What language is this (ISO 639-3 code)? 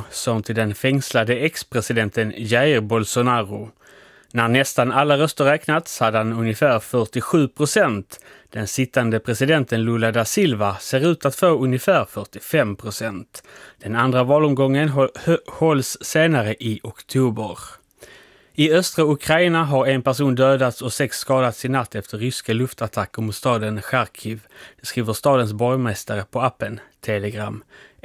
swe